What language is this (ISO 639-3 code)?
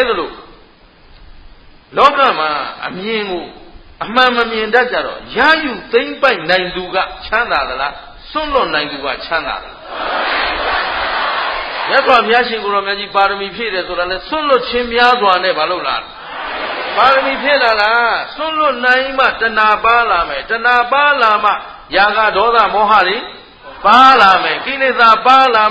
mya